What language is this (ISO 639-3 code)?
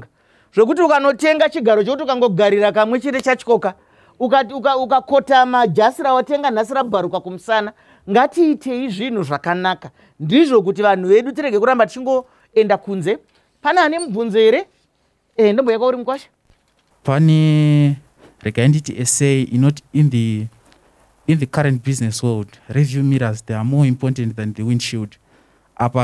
sna